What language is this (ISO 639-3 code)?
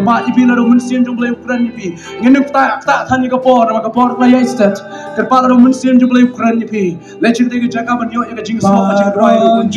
kha